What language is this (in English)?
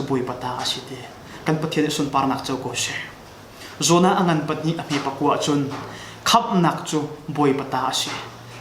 Hakha Chin